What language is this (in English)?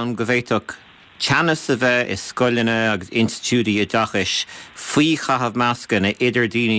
Irish